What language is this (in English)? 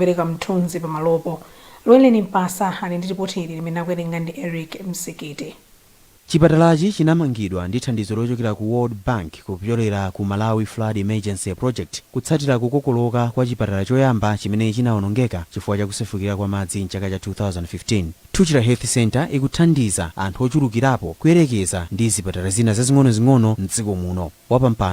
Nyanja